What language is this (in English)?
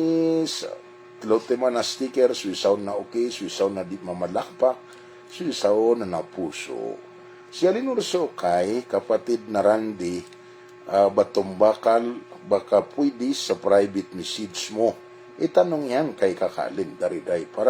Maranao